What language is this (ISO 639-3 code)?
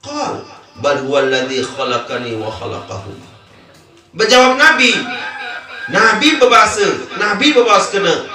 sas